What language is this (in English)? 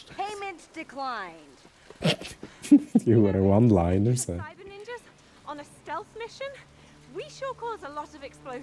Swiss German